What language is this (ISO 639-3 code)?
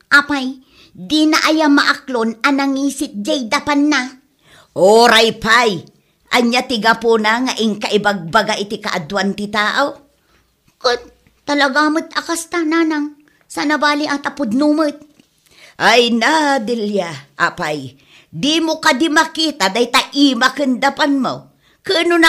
ilo